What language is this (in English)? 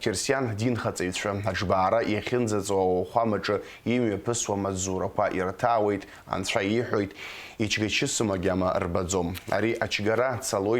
Abkhazian